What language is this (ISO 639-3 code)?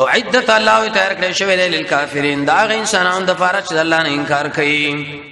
pus